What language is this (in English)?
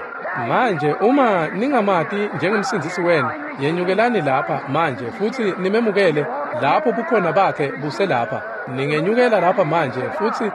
Swati